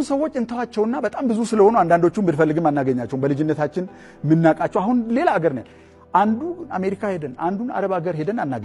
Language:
Amharic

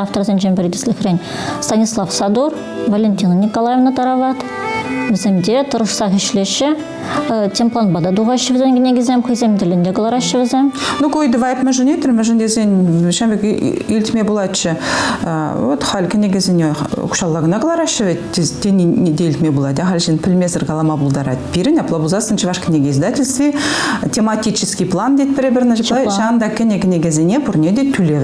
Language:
Chuvash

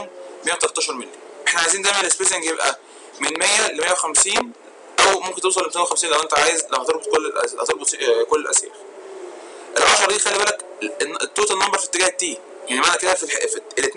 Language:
Egyptian Arabic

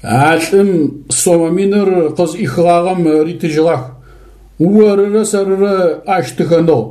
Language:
Adyghe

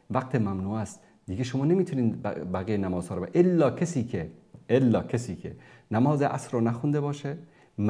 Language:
Persian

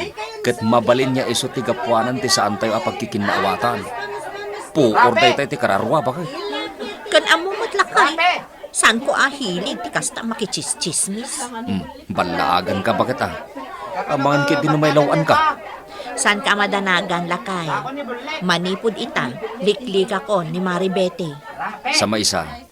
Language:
Iloko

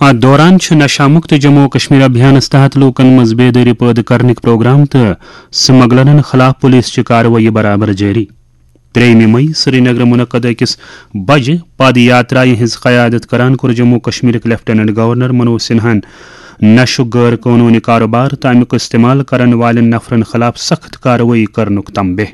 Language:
Kashmiri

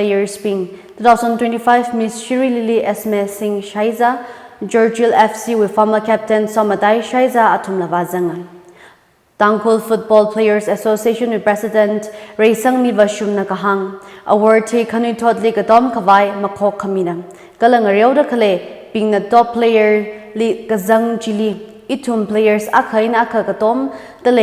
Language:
Tangkhul Naga (India)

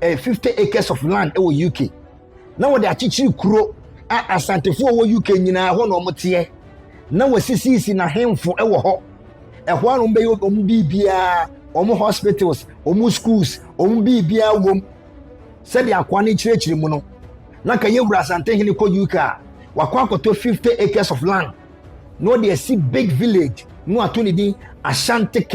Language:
Akan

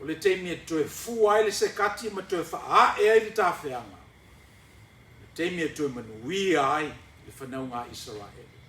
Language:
Samoan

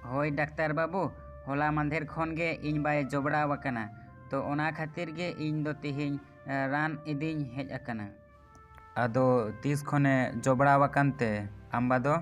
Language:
Santali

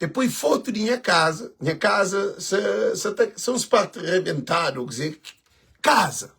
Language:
Kabuverdianu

